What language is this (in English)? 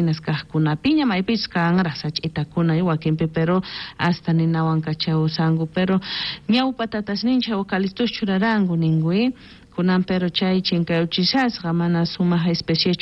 South Bolivian Quechua